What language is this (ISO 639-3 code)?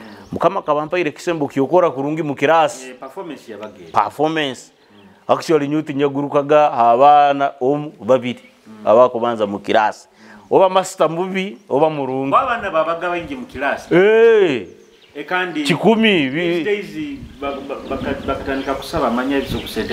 nyo